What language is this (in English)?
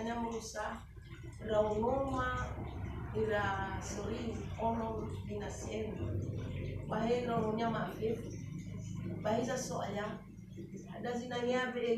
Nias